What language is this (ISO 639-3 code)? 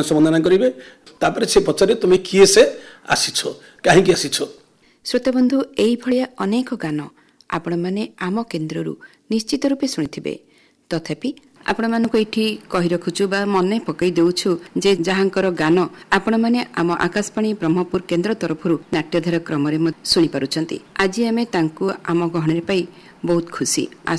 ori